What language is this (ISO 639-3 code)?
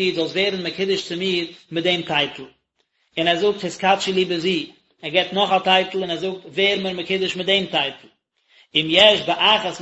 yid